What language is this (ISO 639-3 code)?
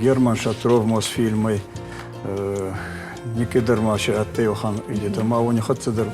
oss